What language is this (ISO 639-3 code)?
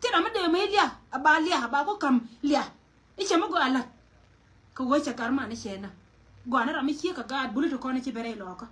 nus